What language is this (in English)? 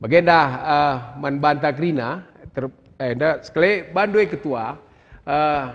Batak Karo